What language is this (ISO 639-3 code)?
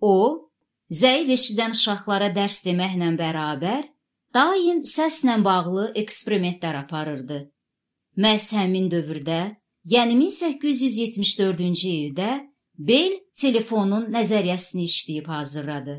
aze